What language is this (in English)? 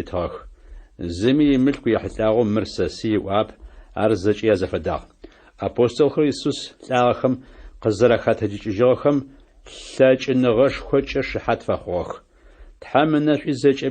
Adyghe